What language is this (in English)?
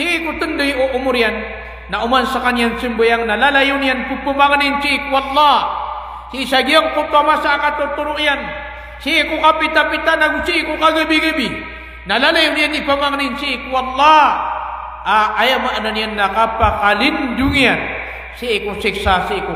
Maranao